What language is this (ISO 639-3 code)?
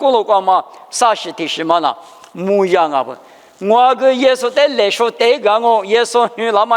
lis